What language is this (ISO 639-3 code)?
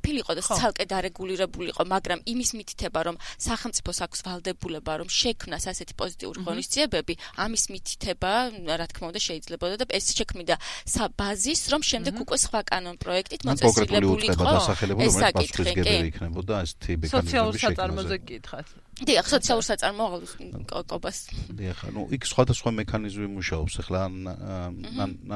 kat